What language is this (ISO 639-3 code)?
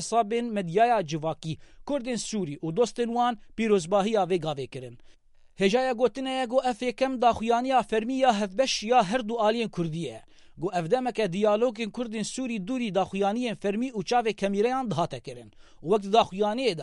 kur